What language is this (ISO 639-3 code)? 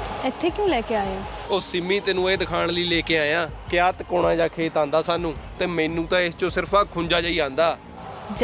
pan